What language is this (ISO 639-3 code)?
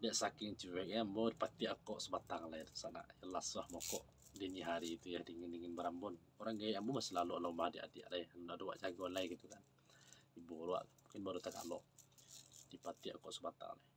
min